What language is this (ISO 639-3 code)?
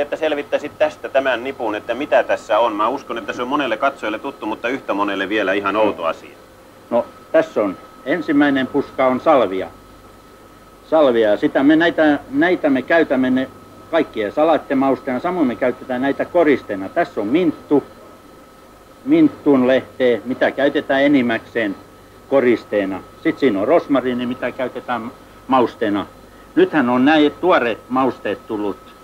fin